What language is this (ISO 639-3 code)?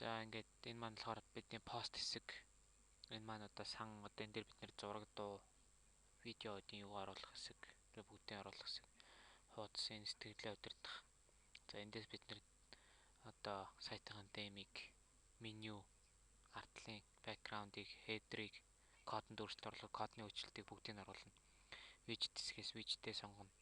mon